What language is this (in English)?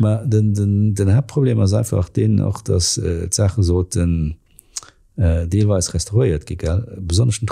Luxembourgish